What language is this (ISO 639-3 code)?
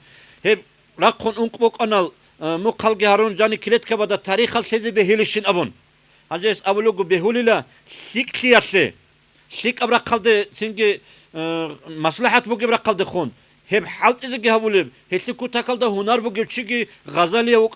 ava